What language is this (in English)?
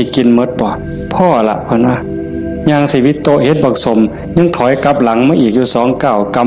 Northeastern Thai